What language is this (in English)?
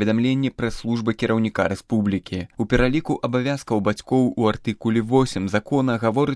Belarusian